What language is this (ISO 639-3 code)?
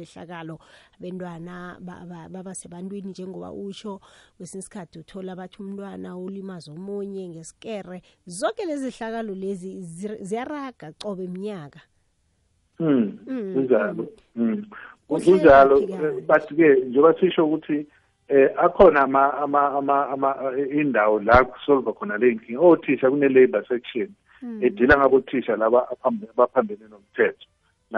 nbl